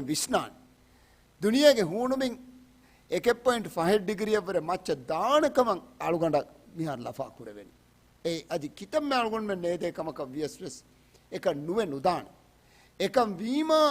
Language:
Divehi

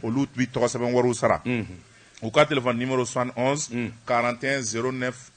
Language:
Bambara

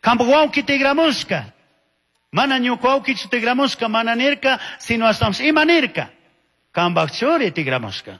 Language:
Chimborazo Highland Quichua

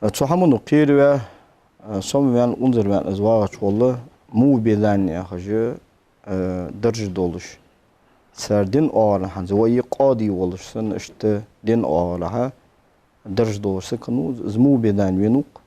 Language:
Ingush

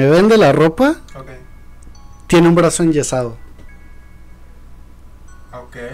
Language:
Spanish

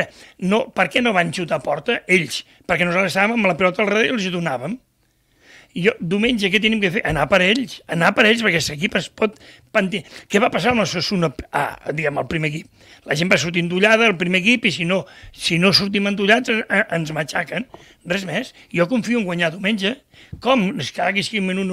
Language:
Catalan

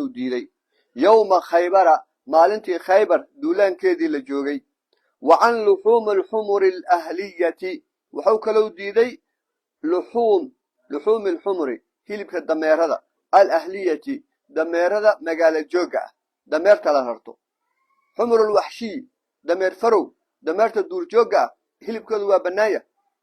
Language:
Somali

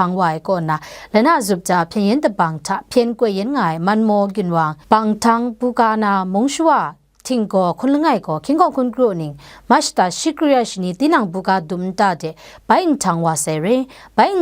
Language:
Kachin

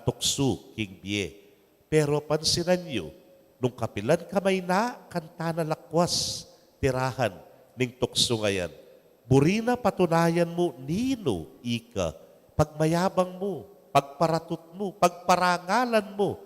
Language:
Pampanga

